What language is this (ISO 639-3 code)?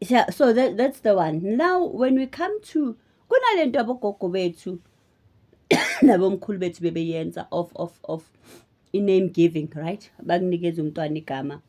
zul